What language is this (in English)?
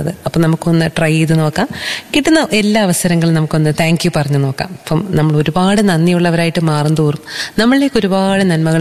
Malayalam